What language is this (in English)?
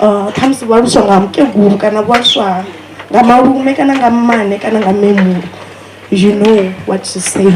Venda